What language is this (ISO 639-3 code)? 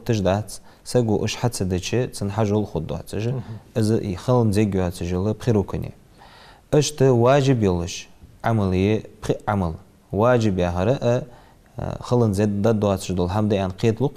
inh